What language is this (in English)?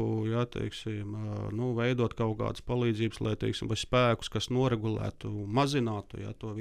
Latvian